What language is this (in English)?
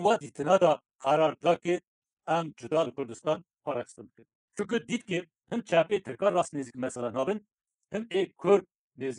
Kurdish